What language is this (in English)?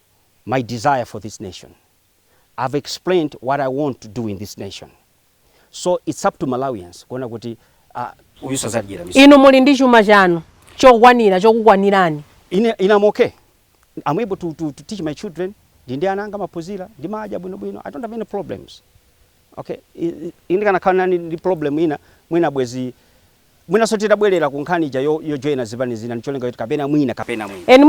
Nyanja